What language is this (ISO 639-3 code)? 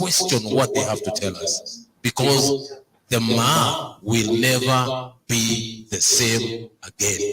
mas